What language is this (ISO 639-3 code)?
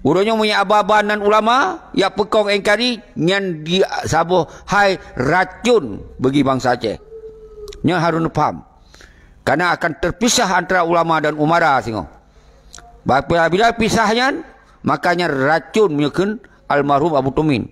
ace